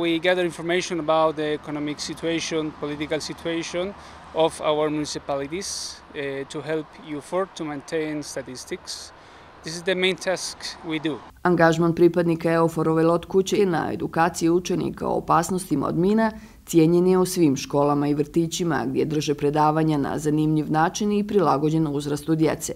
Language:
Bosnian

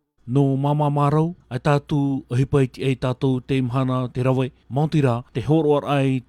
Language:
Tahitian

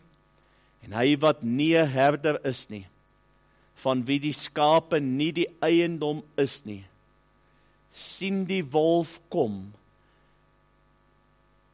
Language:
Afrikaans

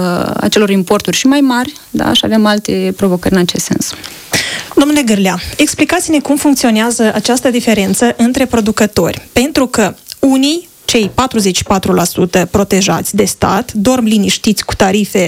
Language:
Romanian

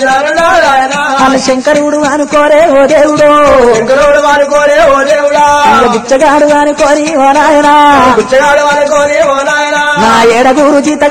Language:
Telugu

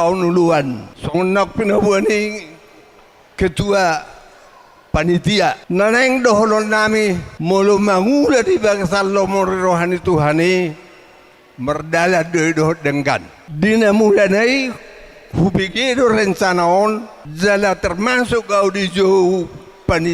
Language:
Batak Toba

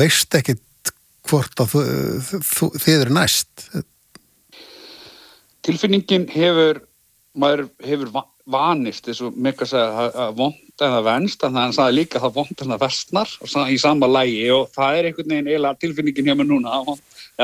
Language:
Icelandic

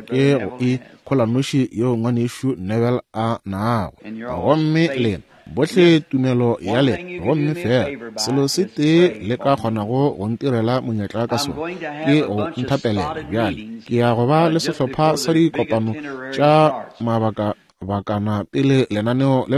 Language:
Northern Sotho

